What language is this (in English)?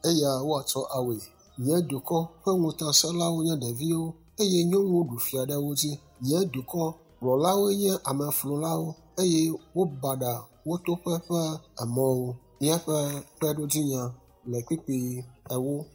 Ewe